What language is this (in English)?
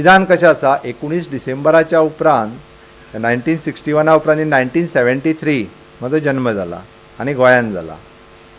Konkani